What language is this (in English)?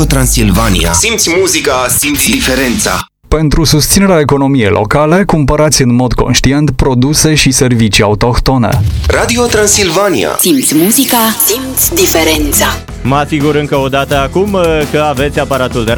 Romanian